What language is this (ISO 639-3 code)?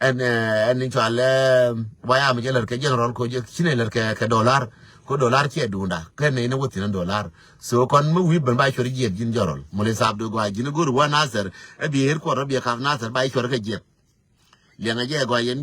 nus